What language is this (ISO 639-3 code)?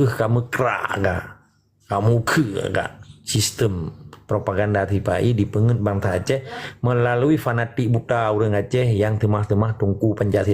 ace